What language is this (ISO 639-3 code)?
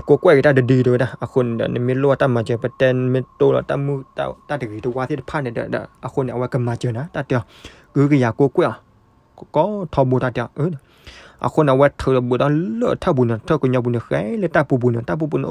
ksw